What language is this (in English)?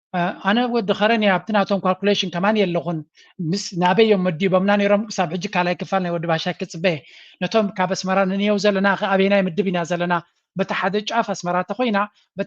Tigrinya